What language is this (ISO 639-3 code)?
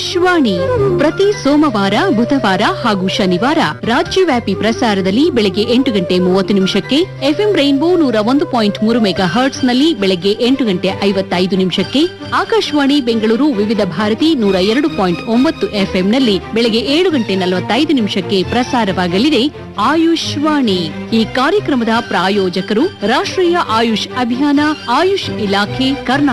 kan